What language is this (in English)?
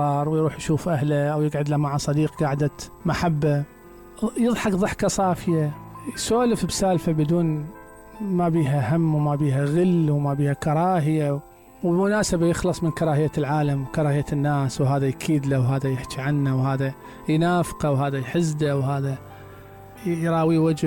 Mesopotamian Arabic